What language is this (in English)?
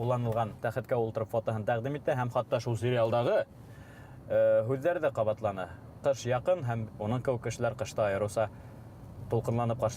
Bashkir